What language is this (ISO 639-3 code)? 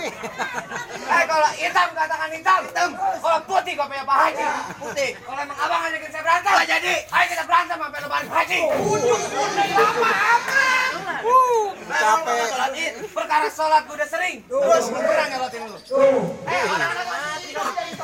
bew